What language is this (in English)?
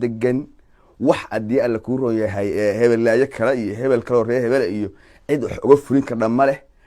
Somali